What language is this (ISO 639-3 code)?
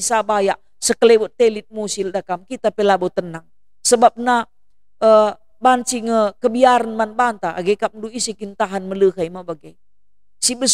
btx